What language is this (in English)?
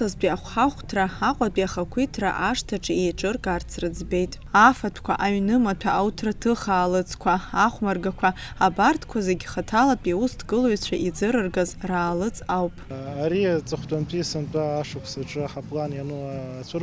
Abkhazian